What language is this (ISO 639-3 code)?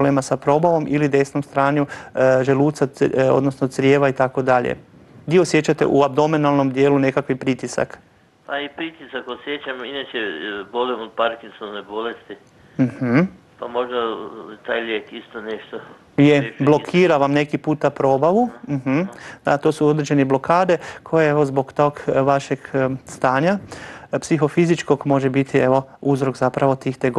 hrv